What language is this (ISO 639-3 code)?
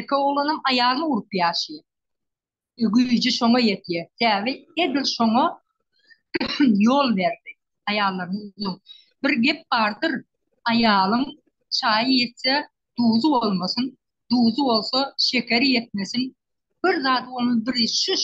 tuk